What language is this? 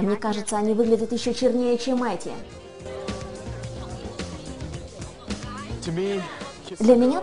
Russian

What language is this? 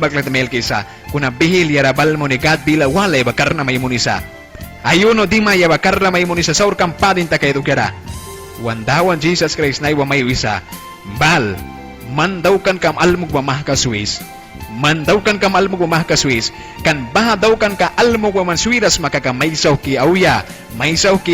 Mískito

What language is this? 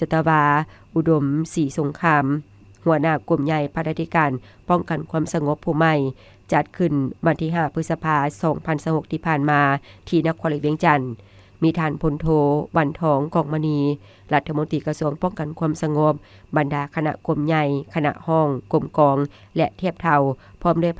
Lao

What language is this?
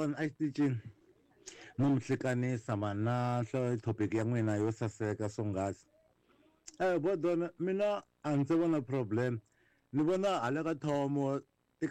Tsonga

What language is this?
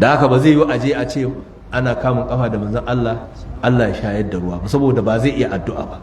Hausa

